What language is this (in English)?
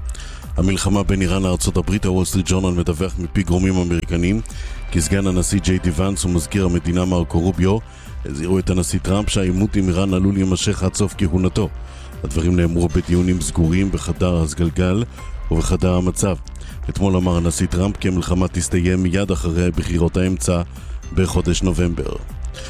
Hebrew